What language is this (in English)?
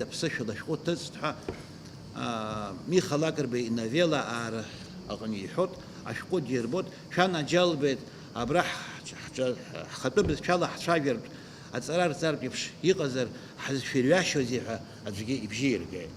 Abkhazian